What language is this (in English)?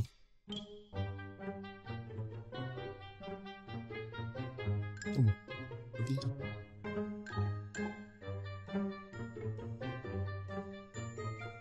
Malay